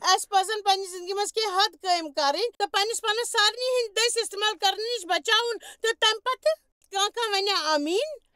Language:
Kashmiri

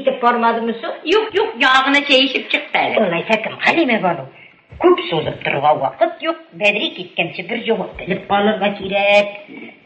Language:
Tatar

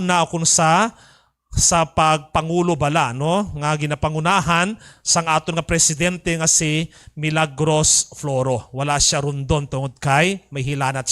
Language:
Hiligaynon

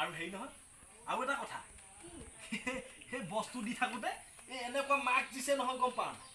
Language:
Assamese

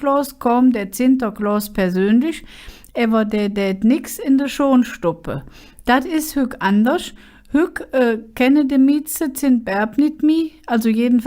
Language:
Colognian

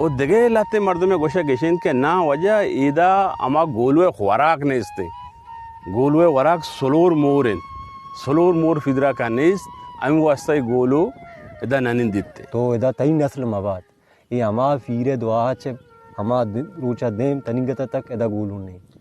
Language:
Baluchi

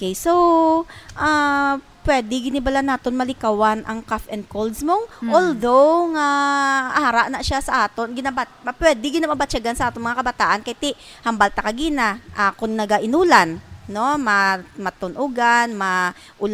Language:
Hiligaynon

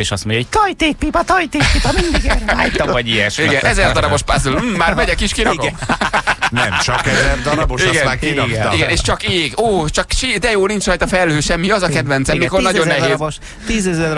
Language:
Hungarian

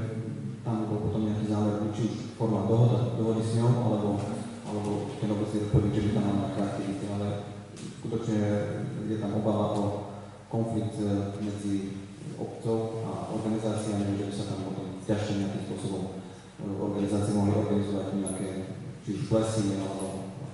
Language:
Slovak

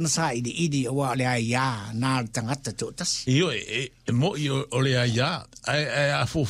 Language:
Samoan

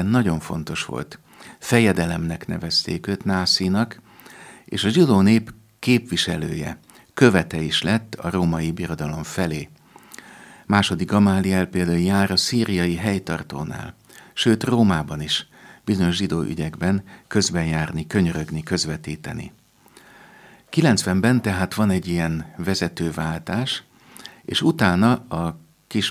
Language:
Hungarian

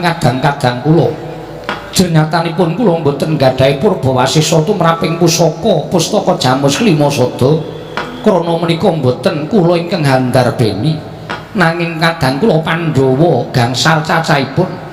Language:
Javanese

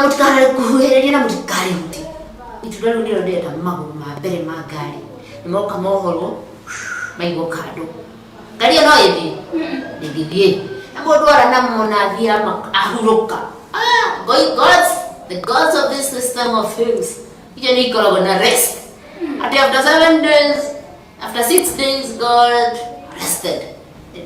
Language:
Kikuyu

